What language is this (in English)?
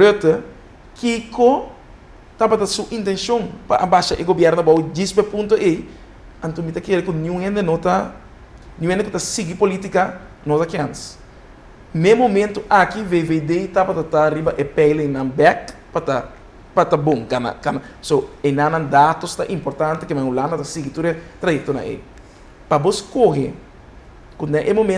Papiamento